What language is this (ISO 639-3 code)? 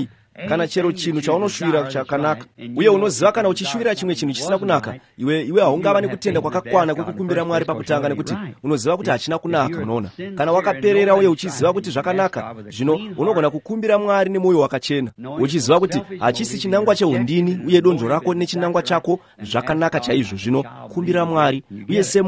sna